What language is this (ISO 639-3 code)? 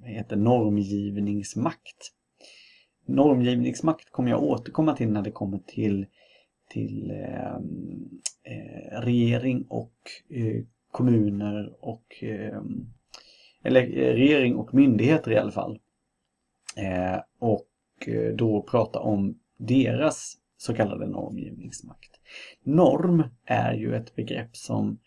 swe